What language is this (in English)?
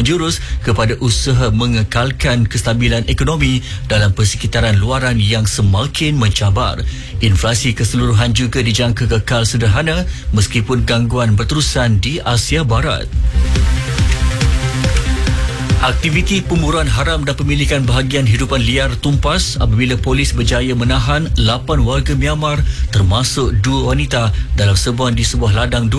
Malay